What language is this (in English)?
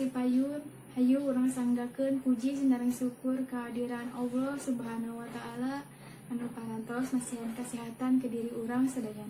Sundanese